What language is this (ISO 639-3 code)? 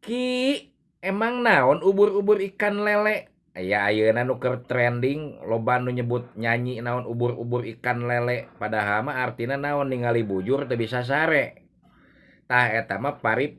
sun